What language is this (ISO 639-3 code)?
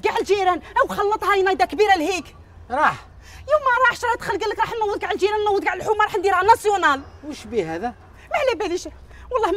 arq